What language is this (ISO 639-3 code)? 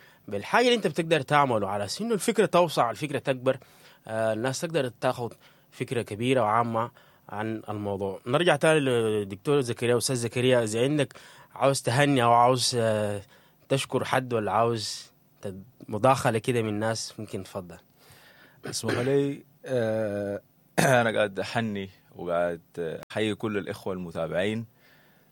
apd